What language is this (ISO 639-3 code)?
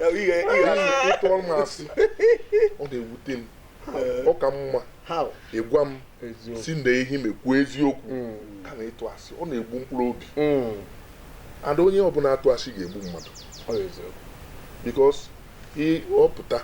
ibo